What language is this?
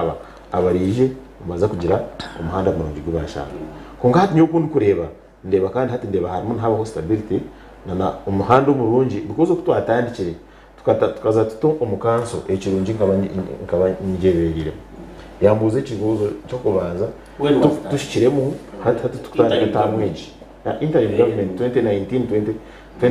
Nyankole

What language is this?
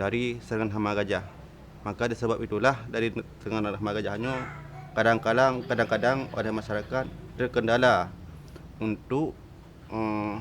Achinese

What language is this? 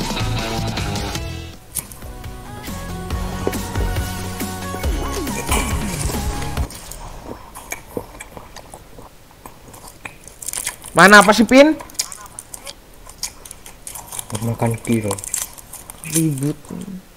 Indonesian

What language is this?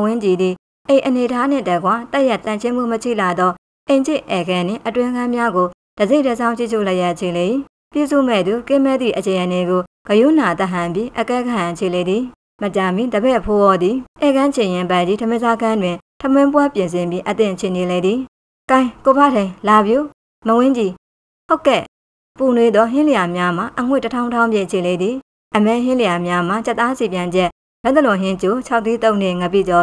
Burmese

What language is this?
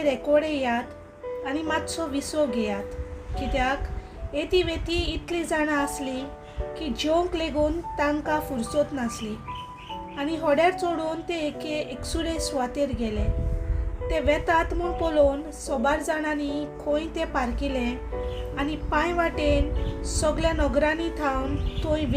Konkani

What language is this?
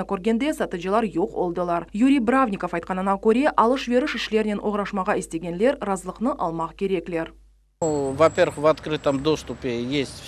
Crimean Tatar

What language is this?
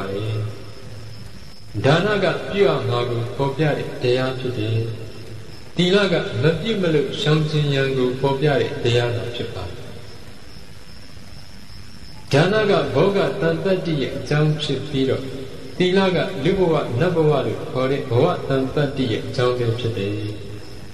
Burmese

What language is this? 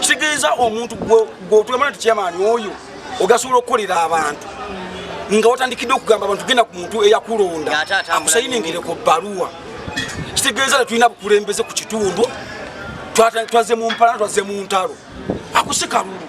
Ganda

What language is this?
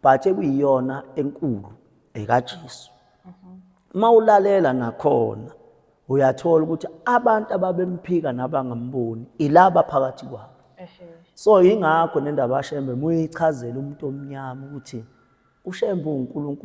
Zulu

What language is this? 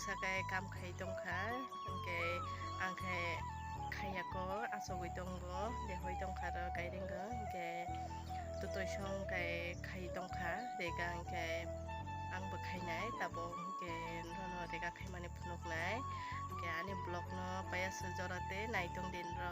Kok Borok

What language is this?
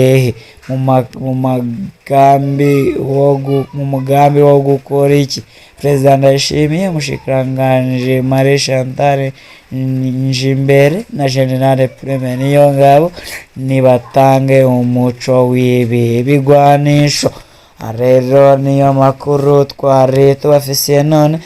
Rundi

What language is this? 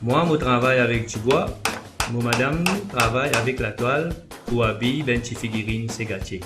Morisyen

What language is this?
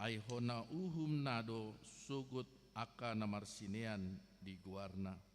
Batak Toba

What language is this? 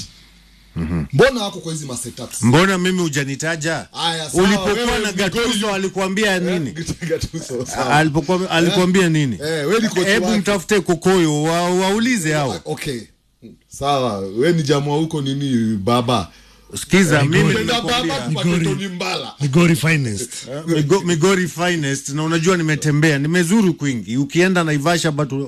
Swahili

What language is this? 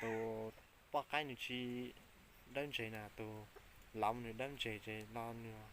Hmong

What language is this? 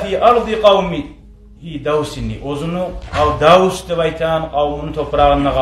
Kumyk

